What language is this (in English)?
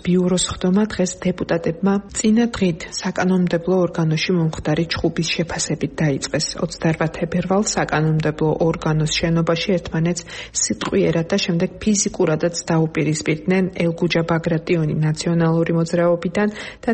Georgian